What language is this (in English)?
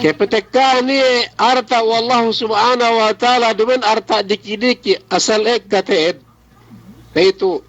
Yakan